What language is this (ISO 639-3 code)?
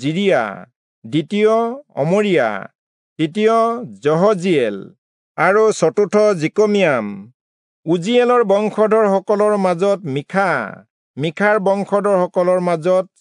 asm